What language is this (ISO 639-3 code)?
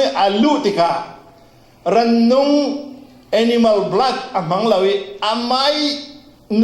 cfm